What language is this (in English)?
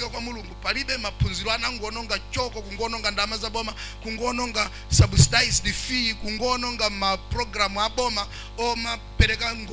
Nyanja